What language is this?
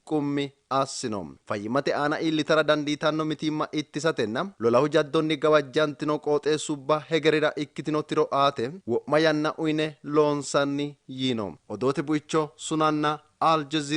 Sidamo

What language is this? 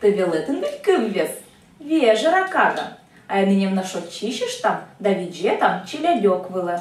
Komi-Permyak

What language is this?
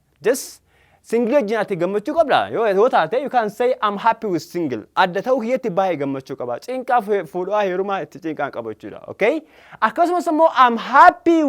Oromo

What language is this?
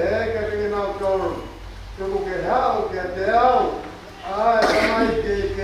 Tongan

